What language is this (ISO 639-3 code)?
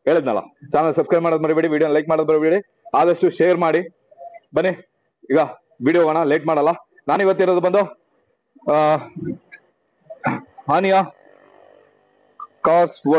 kan